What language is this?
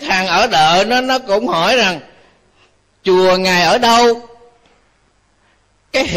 Vietnamese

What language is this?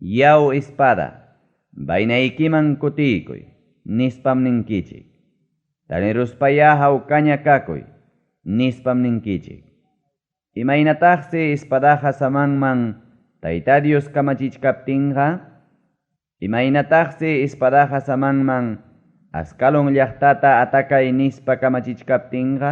Ayacucho Quechua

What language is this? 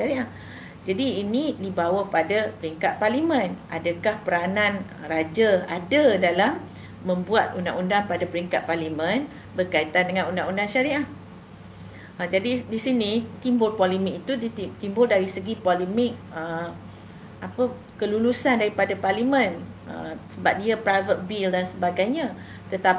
Malay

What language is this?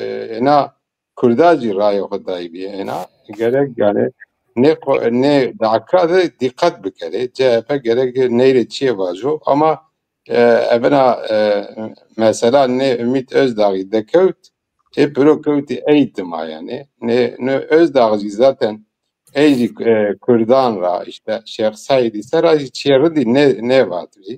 Zaza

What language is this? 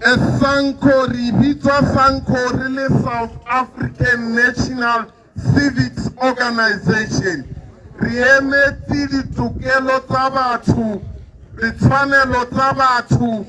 Tswana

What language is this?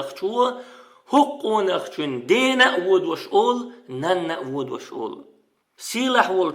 Chechen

